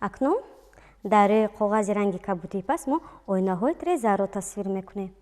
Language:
Tajik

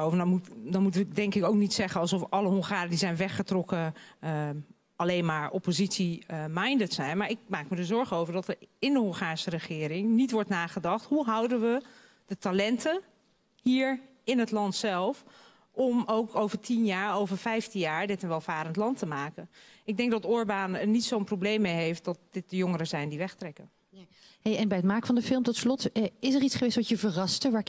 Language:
Dutch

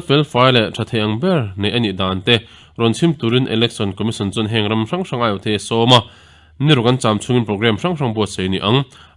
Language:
Mizo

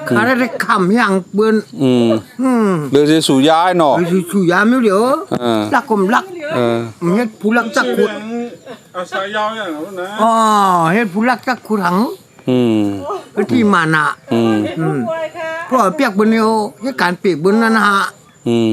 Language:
Shan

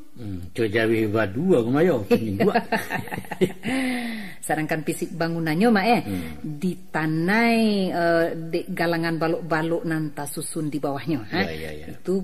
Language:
Minangkabau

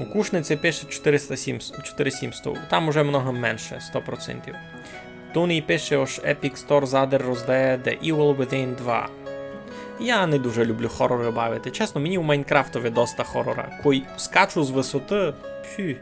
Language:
Rusyn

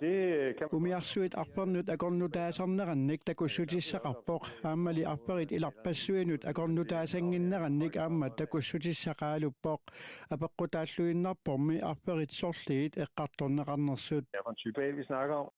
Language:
Kalaallisut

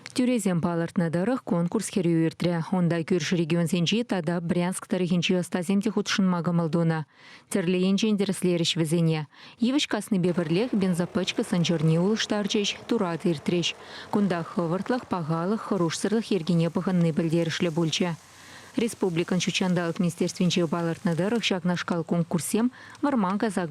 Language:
Chuvash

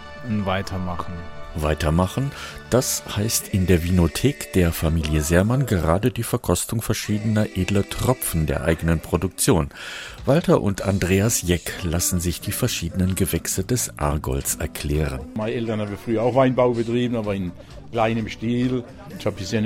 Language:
German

